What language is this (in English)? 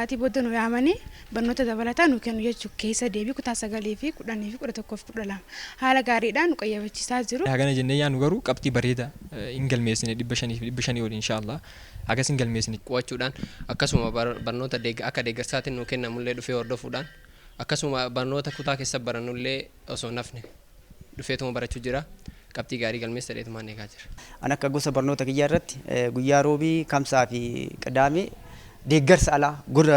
Oromo